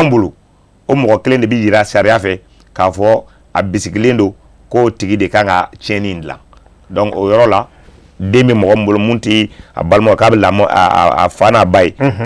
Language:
Bambara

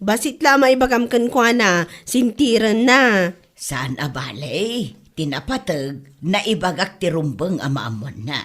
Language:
Iloko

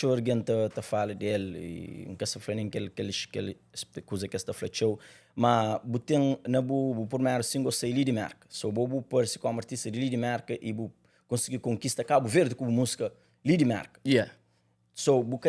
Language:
Kabuverdianu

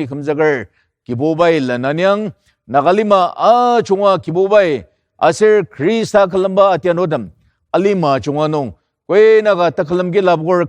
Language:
Ao Naga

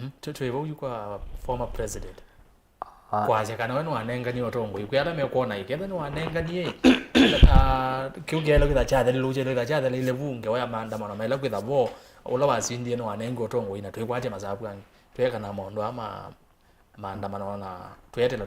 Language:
Kamba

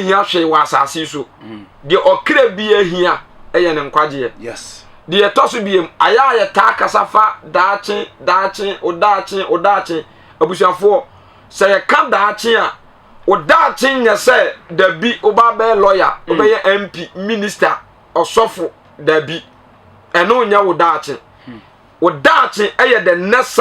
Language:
Akan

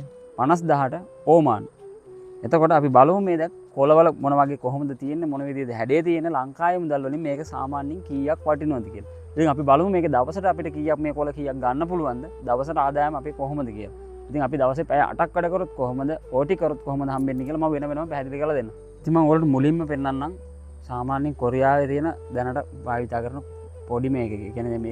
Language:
Sinhala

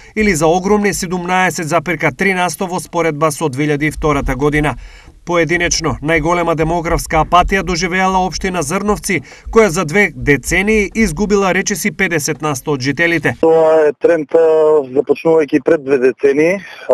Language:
Macedonian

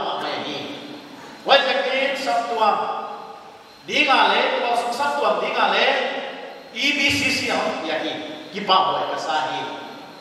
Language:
Paite Chin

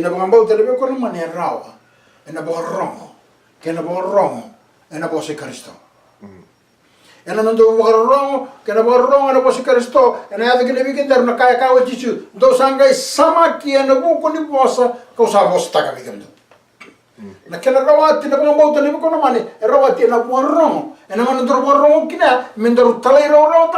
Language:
Fijian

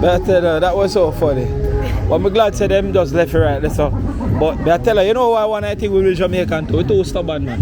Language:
Jamaican Creole English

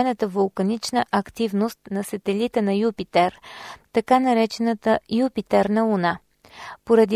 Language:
Bulgarian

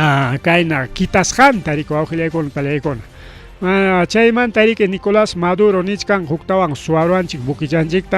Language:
Ayacucho Quechua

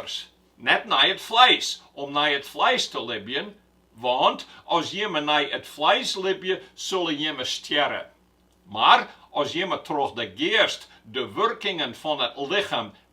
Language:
Western Frisian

